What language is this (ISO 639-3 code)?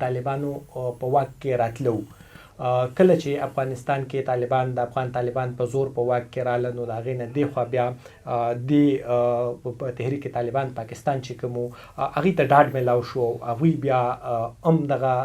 pus